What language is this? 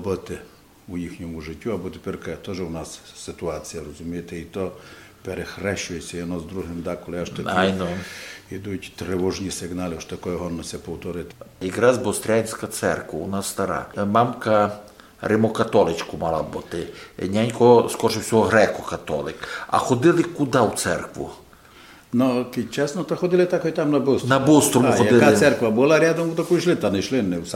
Rusyn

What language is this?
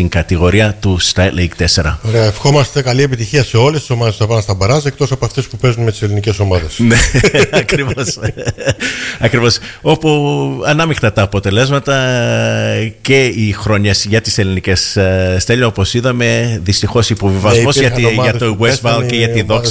Greek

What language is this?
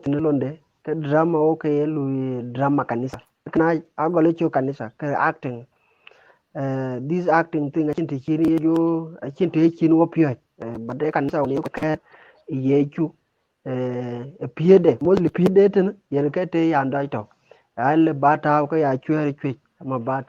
Dinka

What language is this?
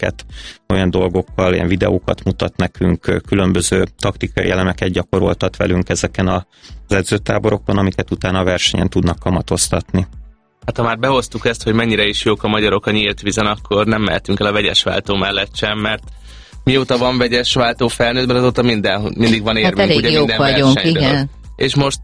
Hungarian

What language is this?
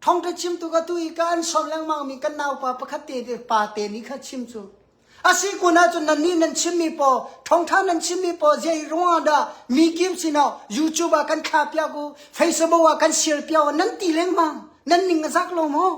Hakha Chin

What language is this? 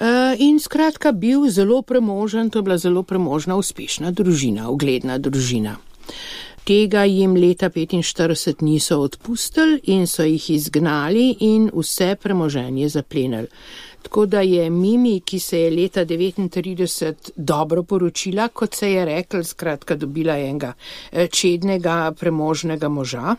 Slovenian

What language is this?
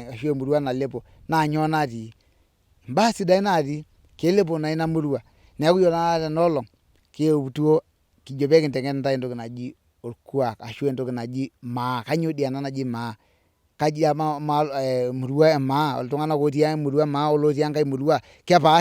Masai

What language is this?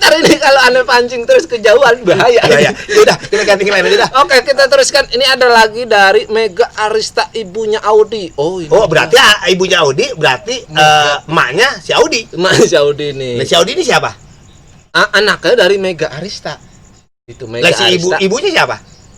Betawi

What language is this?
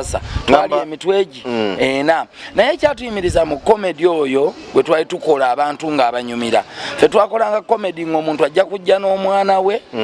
Ganda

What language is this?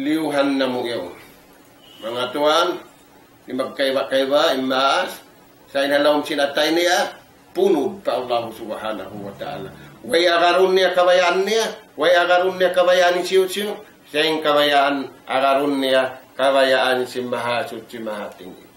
Tausug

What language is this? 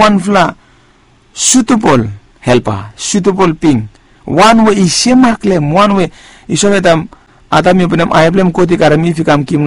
Bislama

